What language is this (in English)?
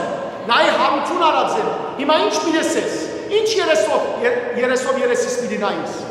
Western Armenian